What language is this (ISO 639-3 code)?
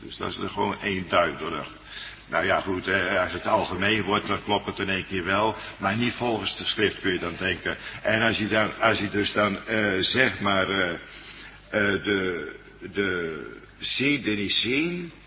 nld